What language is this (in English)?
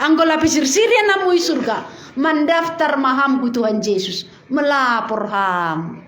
Batak Simalungun